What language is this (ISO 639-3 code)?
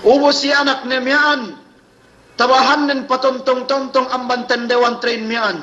yka